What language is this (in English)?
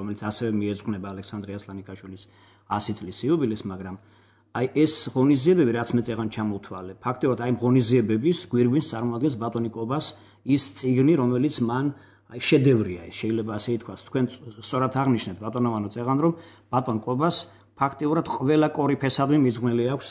Georgian